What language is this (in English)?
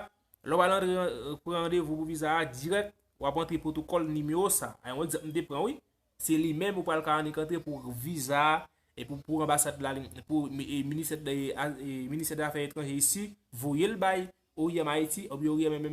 Haitian Creole